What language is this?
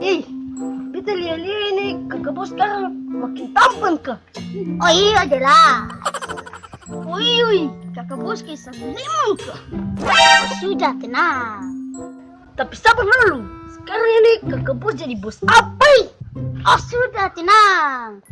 Ambonese Malay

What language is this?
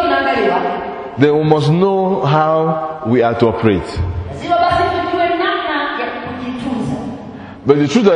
Swahili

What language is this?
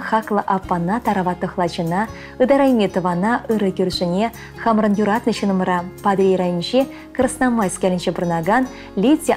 Chuvash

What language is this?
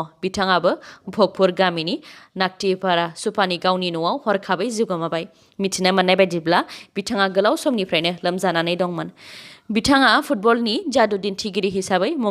Bodo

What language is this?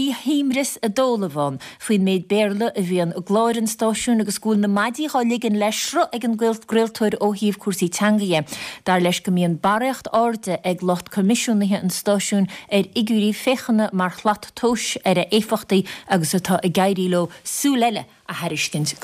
Irish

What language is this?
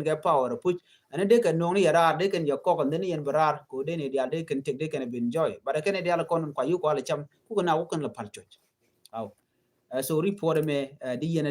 Nuer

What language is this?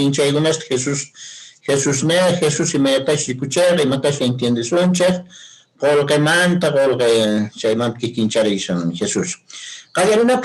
Quechua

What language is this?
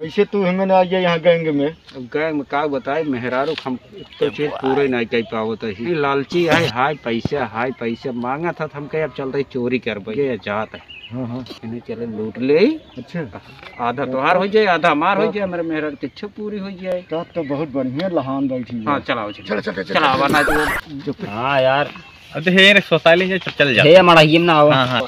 Awadhi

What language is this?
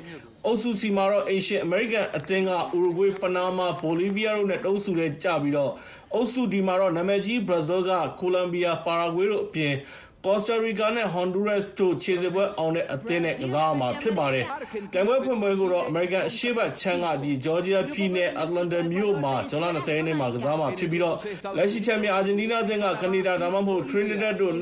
Burmese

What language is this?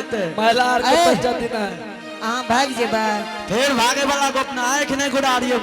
Angika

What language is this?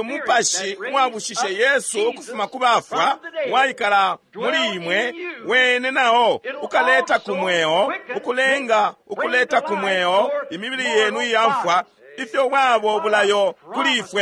Bemba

